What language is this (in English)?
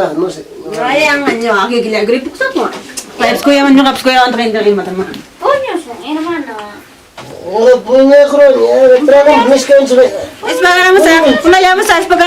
Ayacucho Quechua